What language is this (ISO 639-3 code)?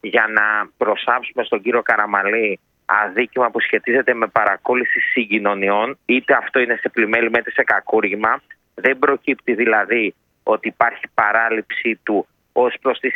ell